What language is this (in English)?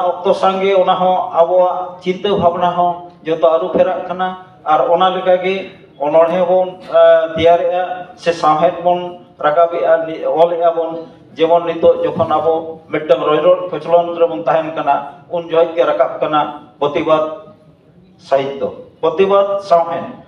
Santali